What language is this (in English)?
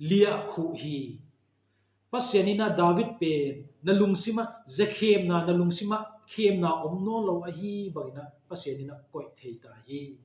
Tedim Chin